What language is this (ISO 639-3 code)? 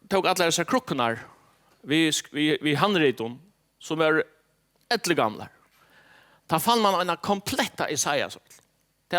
fao